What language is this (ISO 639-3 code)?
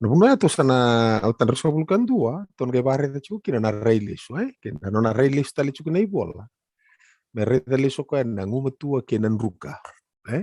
fij